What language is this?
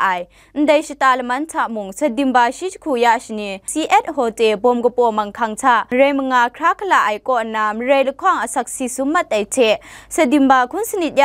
Kachin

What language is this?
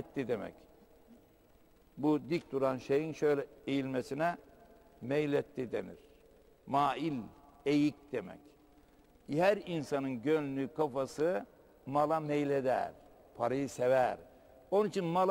Turkish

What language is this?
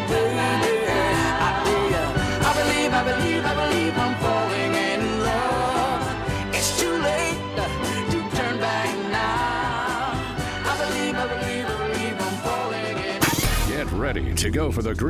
English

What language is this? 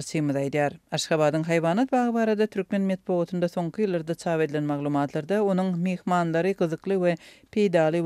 Turkmen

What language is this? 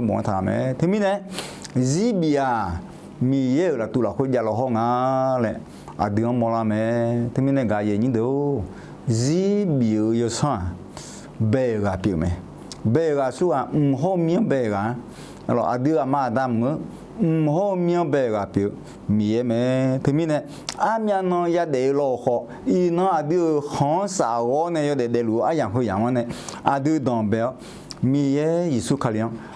Akha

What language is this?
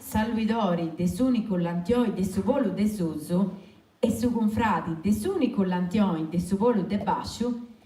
Sardinian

